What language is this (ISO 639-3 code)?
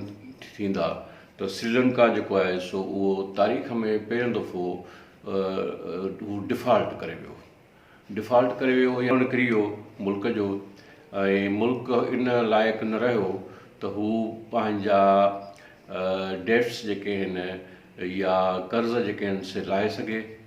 snd